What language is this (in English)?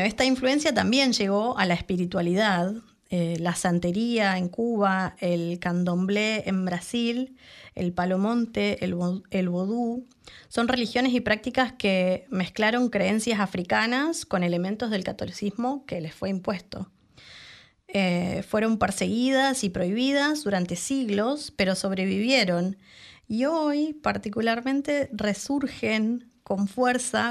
Spanish